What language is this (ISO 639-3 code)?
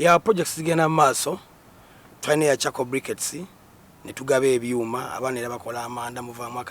lug